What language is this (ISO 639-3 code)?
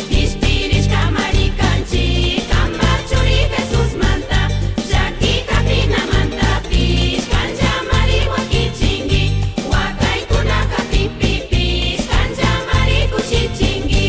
qug